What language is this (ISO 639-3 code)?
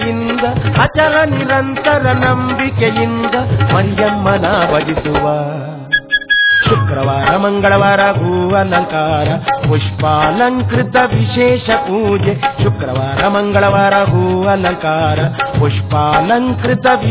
kan